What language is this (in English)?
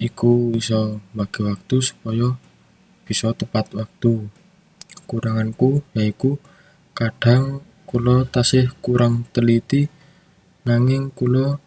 Javanese